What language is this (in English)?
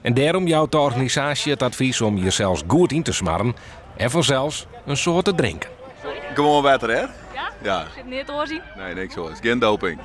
Western Frisian